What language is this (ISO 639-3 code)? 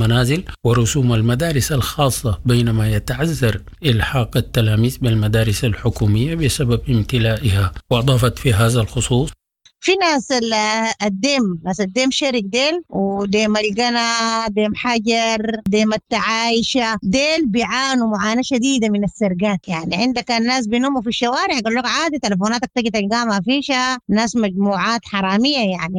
apd